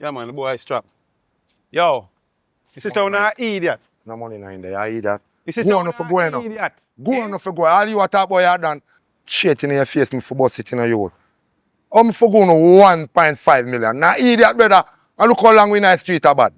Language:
Jamaican Creole English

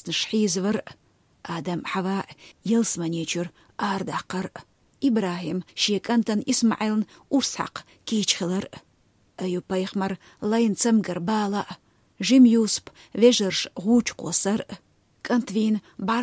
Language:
Chechen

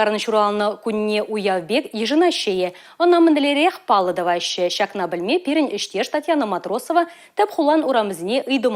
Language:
Chuvash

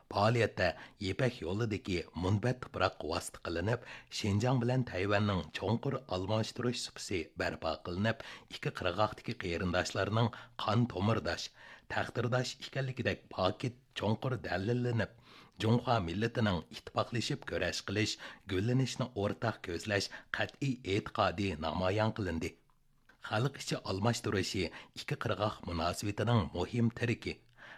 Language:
Uyghur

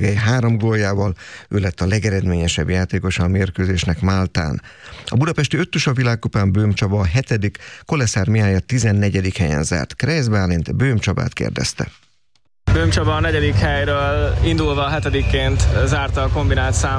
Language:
Hungarian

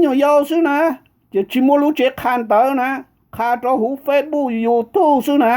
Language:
Hmong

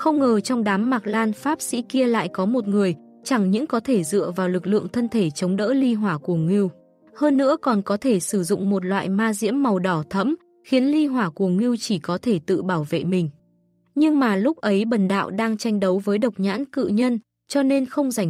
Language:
Vietnamese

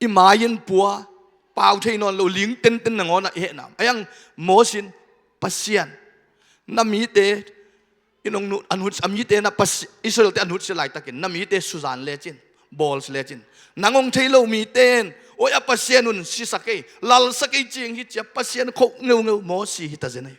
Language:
Tedim Chin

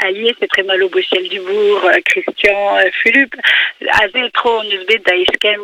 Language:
Breton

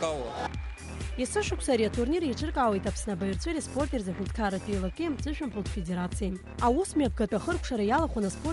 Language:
Abkhazian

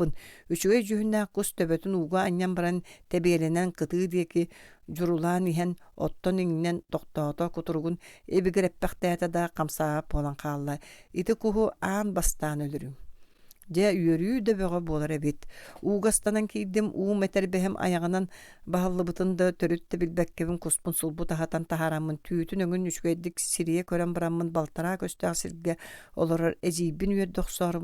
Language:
Yakut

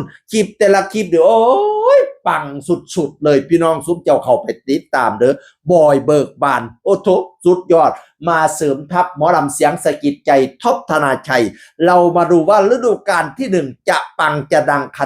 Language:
Northeastern Thai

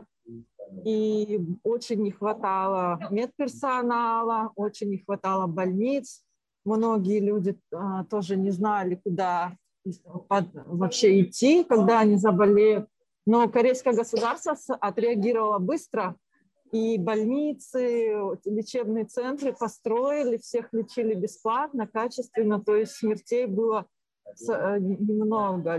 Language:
Russian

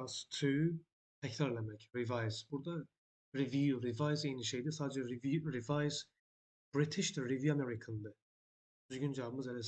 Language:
Azerbaijani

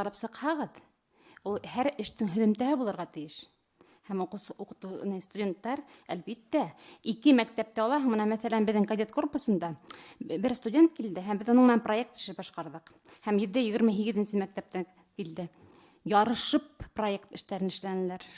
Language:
Bashkir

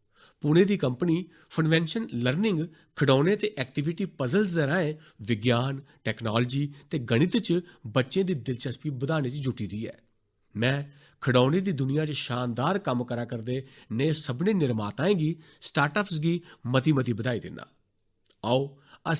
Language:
Dogri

